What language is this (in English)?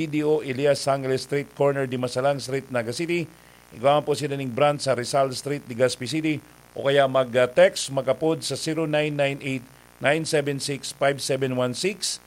Bikol